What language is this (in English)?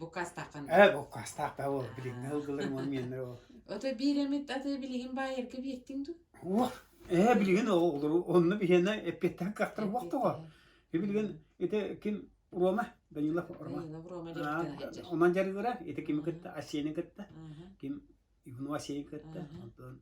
Yakut